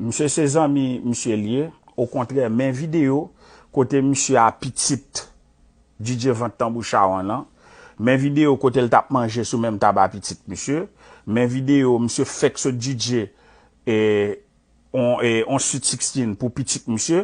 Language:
Haitian Creole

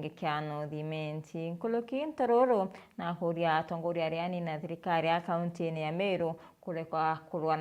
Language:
Meru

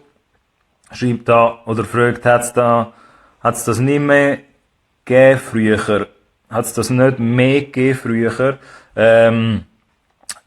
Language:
Swiss German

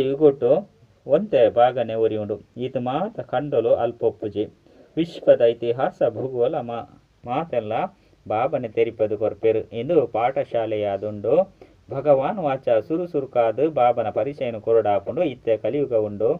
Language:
Tulu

